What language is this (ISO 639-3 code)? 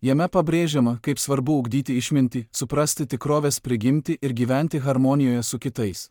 lit